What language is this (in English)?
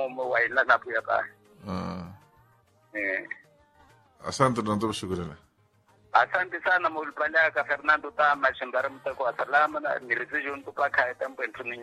Swahili